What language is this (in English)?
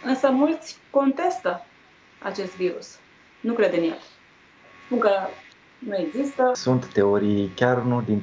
Romanian